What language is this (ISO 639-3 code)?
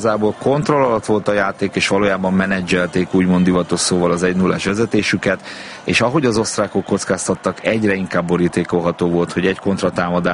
hun